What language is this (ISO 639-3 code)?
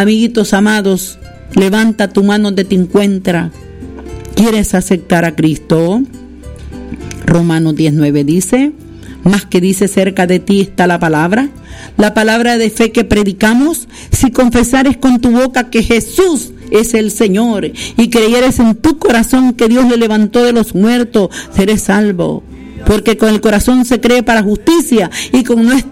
spa